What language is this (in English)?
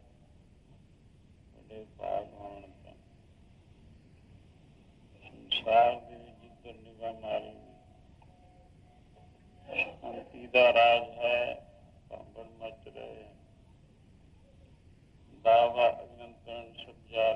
Punjabi